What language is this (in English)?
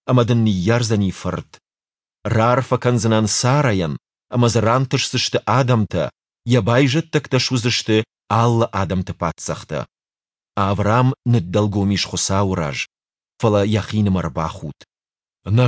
Ossetic